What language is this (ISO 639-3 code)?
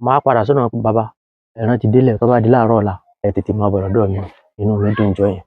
yor